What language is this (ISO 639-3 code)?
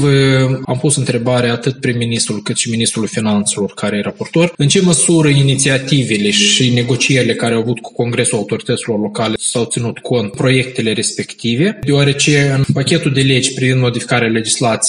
ron